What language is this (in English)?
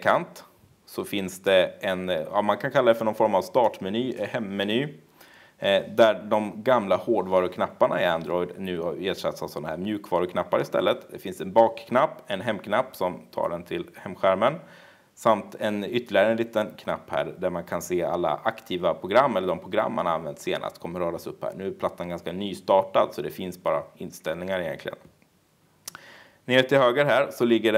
Swedish